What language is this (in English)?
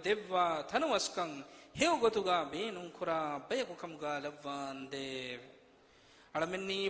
Divehi